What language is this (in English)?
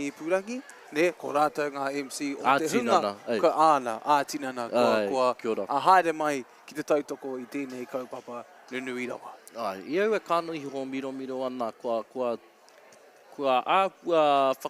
Māori